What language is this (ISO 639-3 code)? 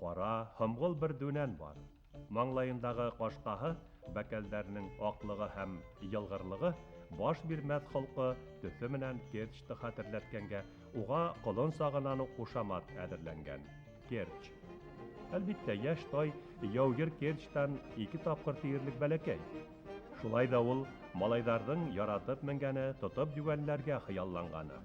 bak